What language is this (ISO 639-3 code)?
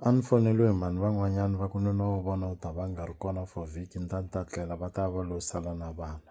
tso